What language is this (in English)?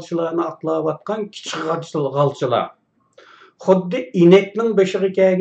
Uyghur